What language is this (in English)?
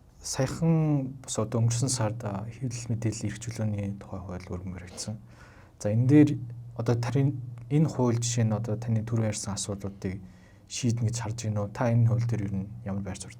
Mongolian